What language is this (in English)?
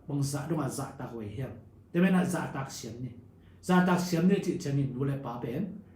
Tedim Chin